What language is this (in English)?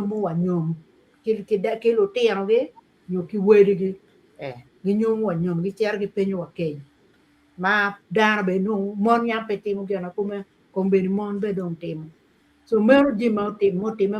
Acoli